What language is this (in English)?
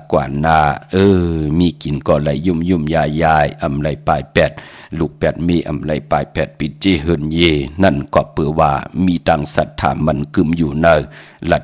Shan